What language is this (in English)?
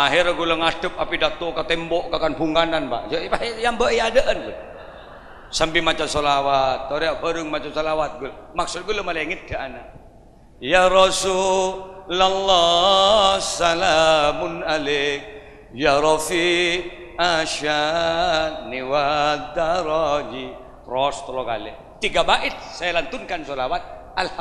Madurese